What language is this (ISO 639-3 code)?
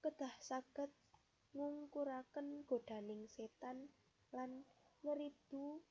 jav